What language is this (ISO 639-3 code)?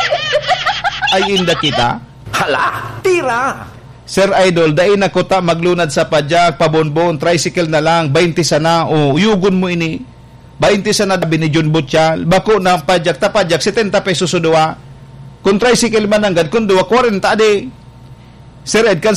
bik